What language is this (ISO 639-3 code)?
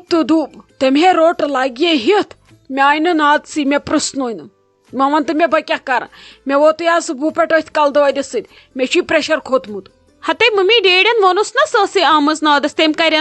kas